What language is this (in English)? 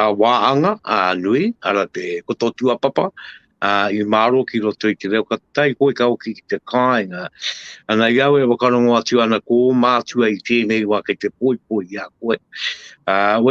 Māori